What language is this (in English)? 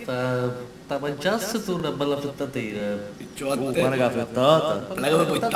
Sicilian